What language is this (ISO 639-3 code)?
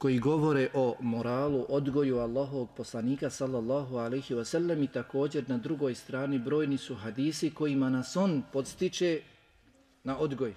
bos